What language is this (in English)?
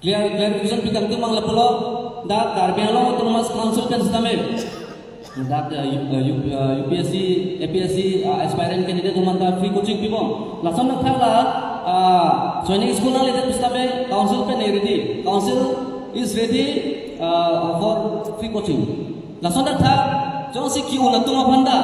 Karbi